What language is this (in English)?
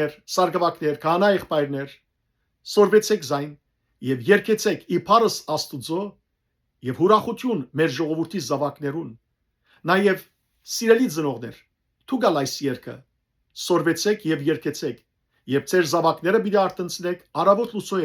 Western Armenian